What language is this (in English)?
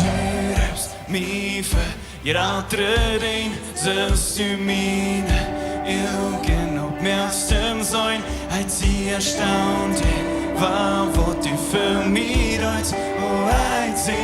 Plautdietsch